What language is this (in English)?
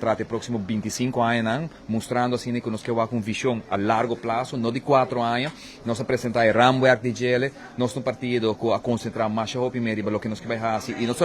Papiamento